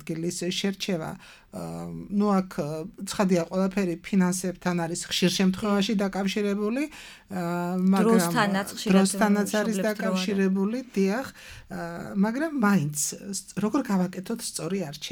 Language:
Georgian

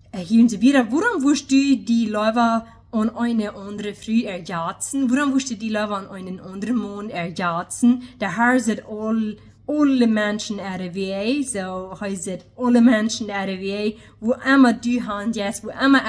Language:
Plautdietsch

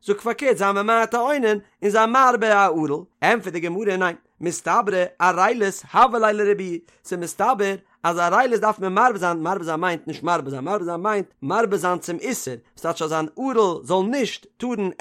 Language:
Yiddish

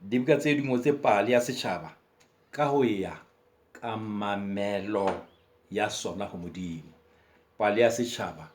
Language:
Southern Sotho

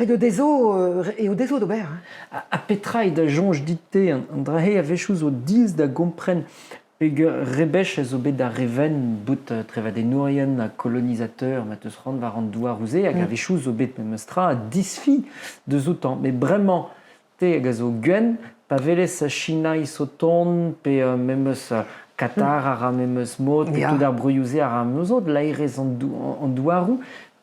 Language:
Breton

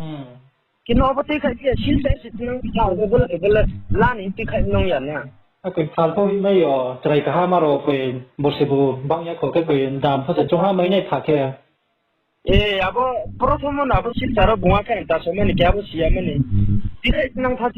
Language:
Riang (India)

